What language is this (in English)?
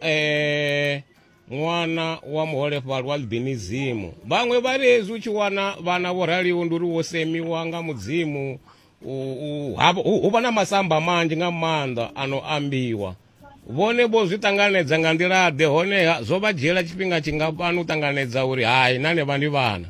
Venda